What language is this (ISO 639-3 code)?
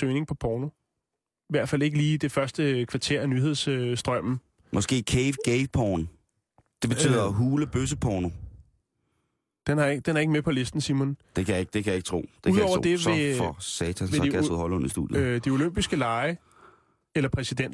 dan